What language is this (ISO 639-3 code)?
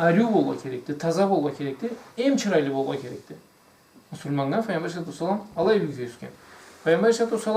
krc